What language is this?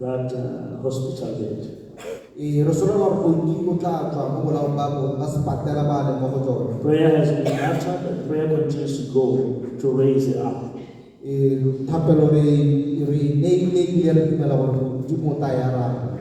Tswana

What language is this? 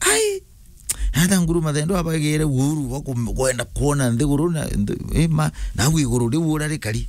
Meru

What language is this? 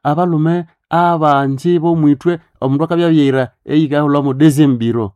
Nande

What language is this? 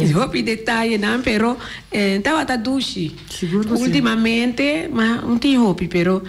Papiamento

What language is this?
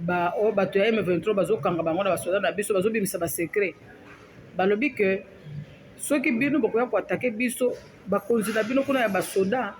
Lingala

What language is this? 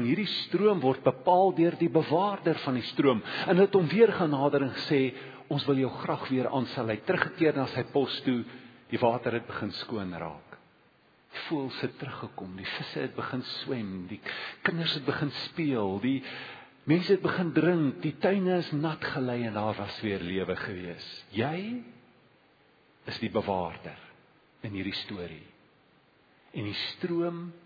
Afrikaans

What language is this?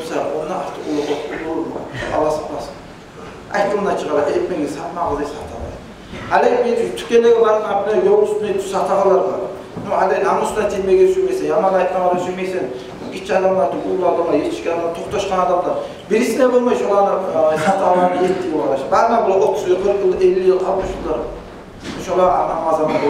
Kumyk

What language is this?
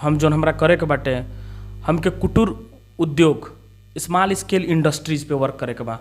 Bhojpuri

